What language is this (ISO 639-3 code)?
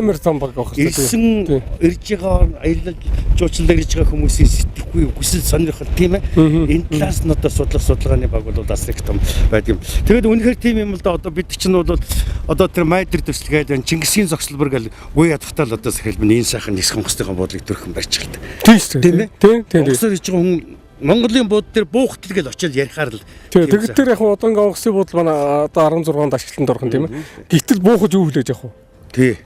mon